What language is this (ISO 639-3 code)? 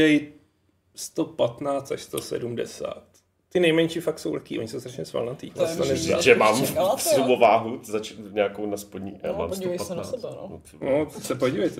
ces